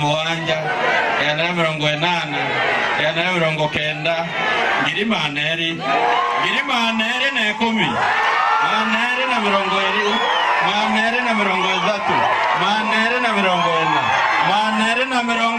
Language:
Meru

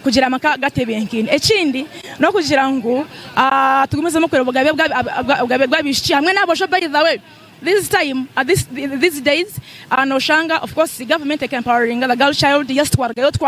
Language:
Nyankole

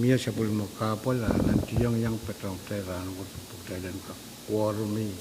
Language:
Pohnpeian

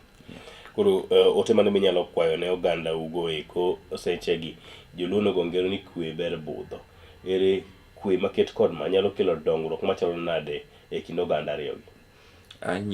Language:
Luo (Kenya and Tanzania)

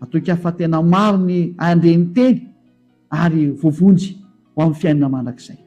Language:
Malagasy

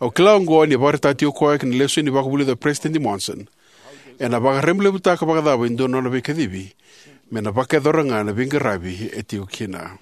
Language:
Fijian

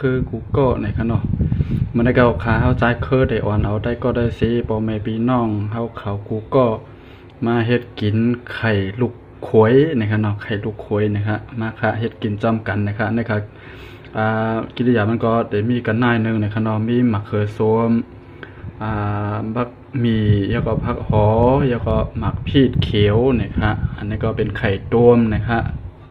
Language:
Shan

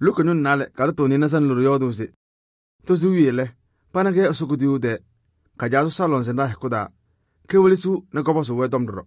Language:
Kabiyè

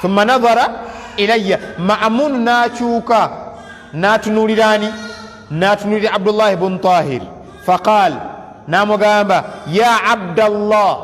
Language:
Ganda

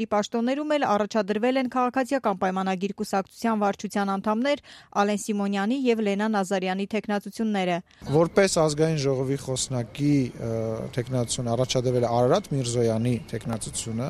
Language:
Armenian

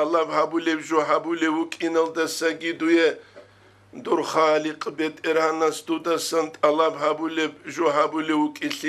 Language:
Avaric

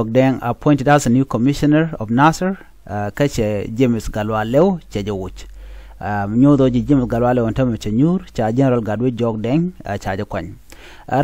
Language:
Nuer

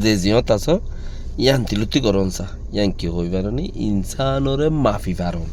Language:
Rohingya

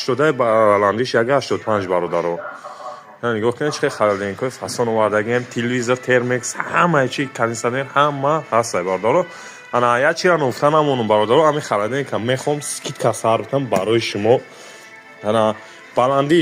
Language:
Tajik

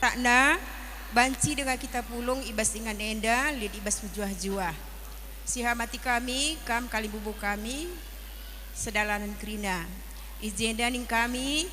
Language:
Batak Karo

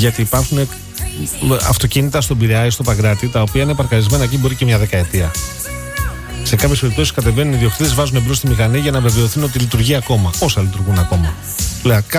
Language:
Greek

